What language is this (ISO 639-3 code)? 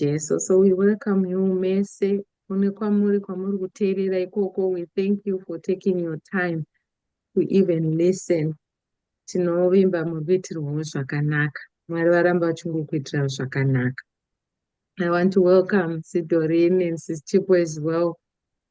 sna